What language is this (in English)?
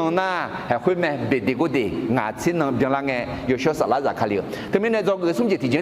Akha